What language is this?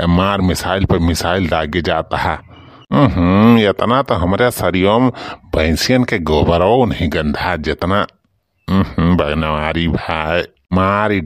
Awadhi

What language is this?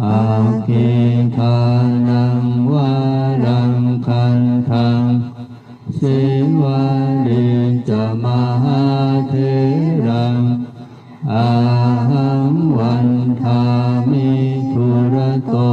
Pali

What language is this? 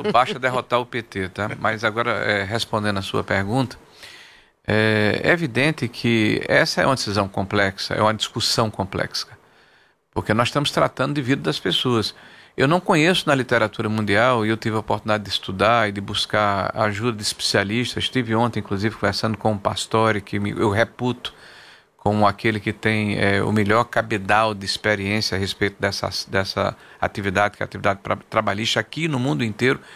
Portuguese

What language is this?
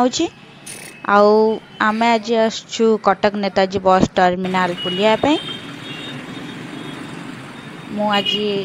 Odia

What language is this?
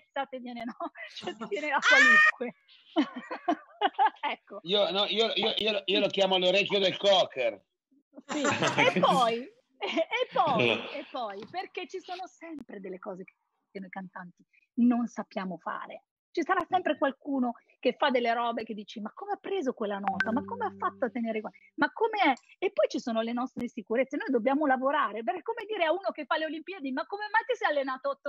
Italian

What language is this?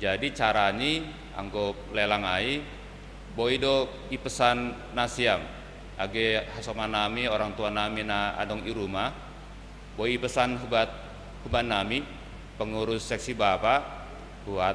Batak Simalungun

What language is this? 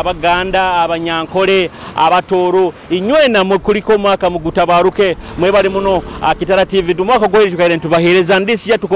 Nyoro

